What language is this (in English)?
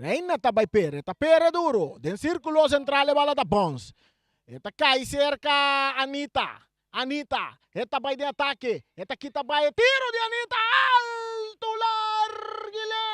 Papiamento